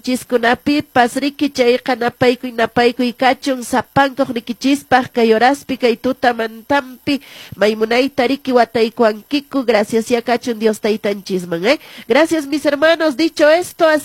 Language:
Quechua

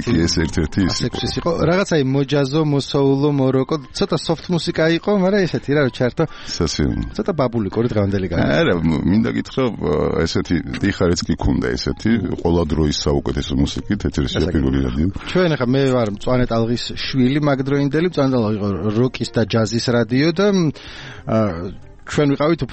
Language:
Georgian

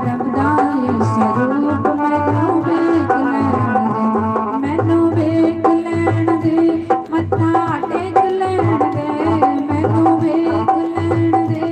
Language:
Dogri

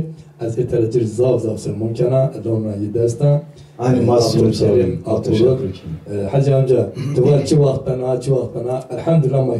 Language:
Zaza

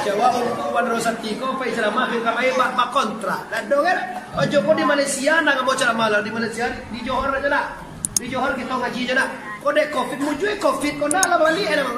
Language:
Minangkabau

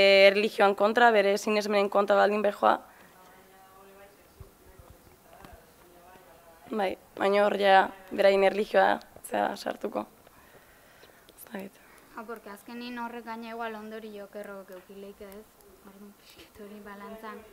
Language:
Basque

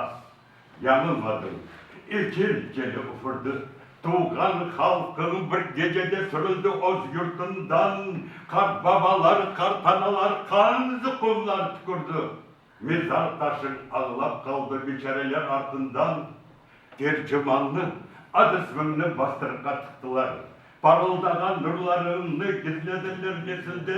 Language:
Crimean Tatar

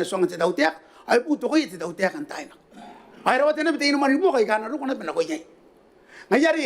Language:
Gilbertese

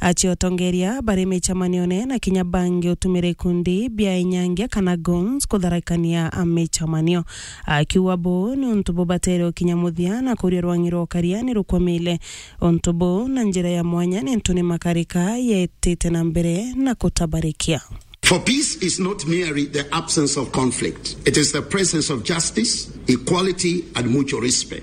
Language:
Meru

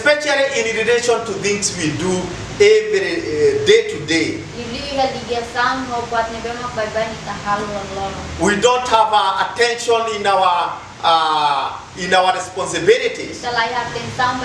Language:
Tetum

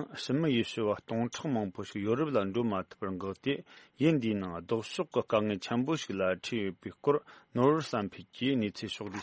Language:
Tibetan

